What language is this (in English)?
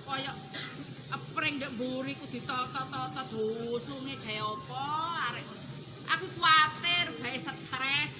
Javanese